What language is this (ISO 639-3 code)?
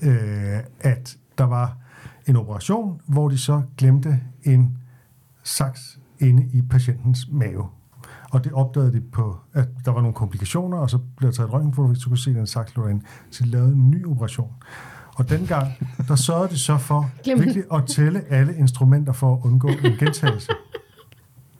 dan